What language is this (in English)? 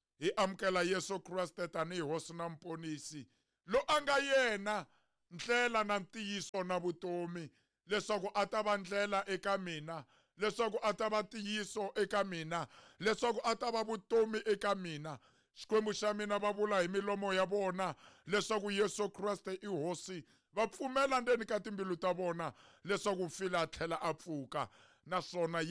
Tsonga